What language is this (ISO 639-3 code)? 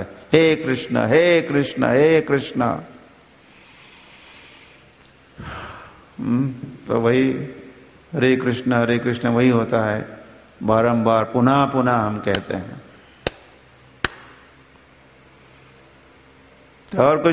hin